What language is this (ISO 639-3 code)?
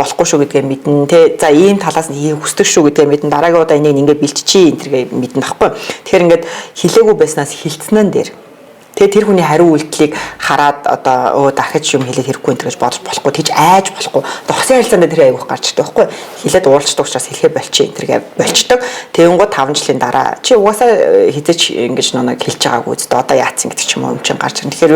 mon